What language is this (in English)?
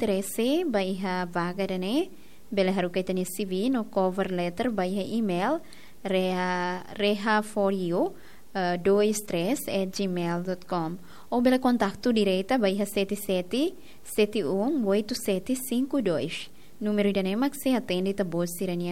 Tetum